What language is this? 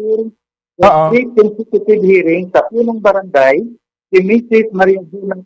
Hiligaynon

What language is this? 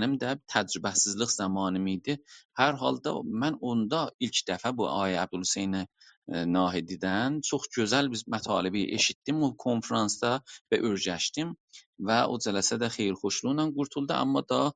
South Azerbaijani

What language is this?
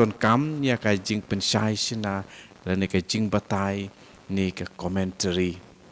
Khasi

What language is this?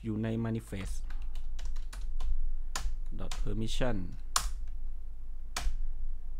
Thai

